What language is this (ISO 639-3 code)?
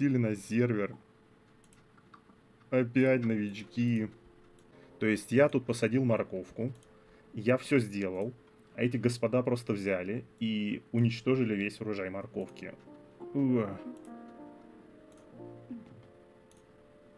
rus